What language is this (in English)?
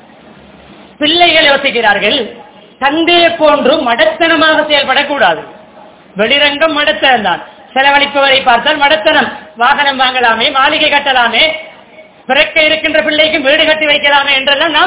Tamil